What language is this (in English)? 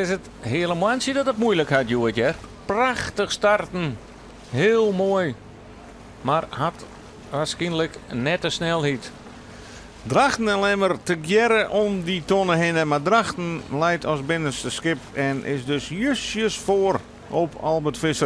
Western Frisian